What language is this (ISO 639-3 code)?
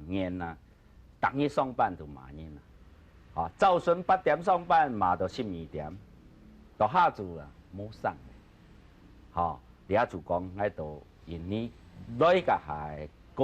hak